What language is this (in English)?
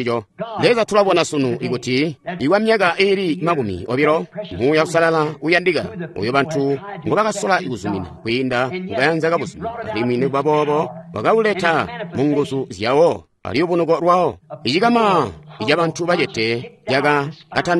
Tonga (Zambia)